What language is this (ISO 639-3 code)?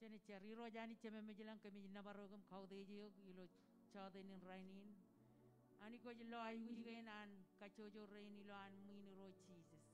mah